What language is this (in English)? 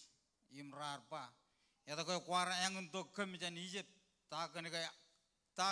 Marshallese